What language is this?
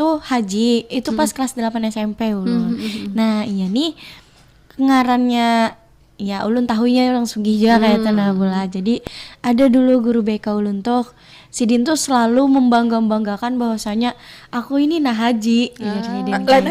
Banjar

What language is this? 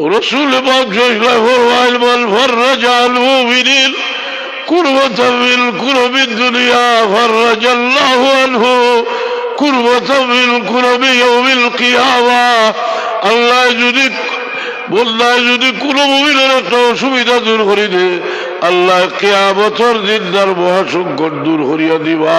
Sylheti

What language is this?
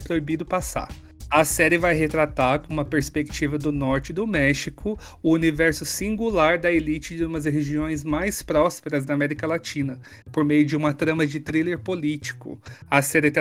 Portuguese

